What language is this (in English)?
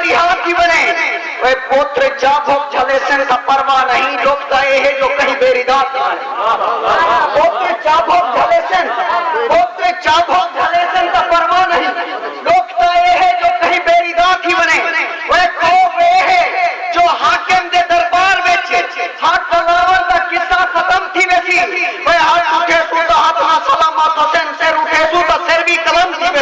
Saraiki